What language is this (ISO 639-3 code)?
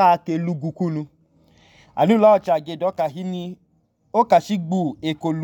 idu